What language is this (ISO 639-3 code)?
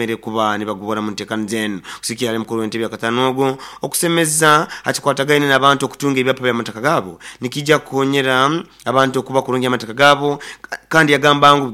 nyo